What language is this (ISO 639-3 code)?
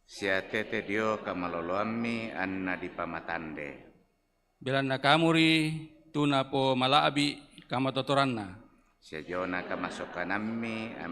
sda